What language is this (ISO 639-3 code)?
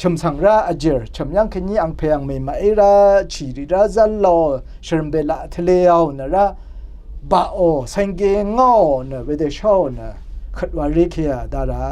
raw